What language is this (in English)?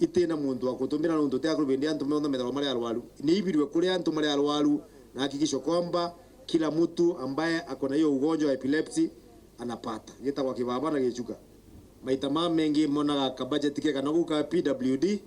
Meru